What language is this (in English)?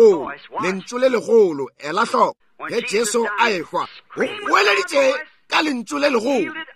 Northern Sotho